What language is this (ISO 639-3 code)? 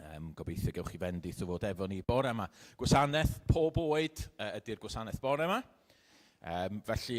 cym